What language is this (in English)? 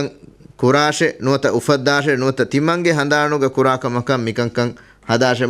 Divehi